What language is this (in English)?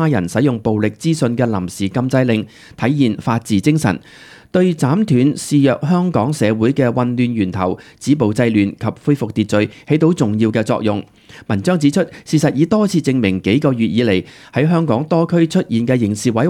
Cantonese